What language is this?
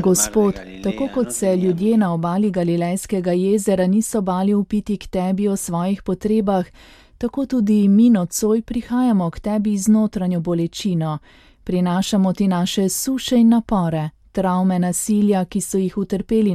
Slovenian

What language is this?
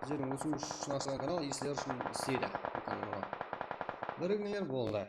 Kara-Kalpak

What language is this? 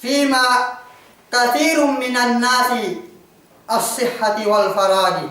Yakan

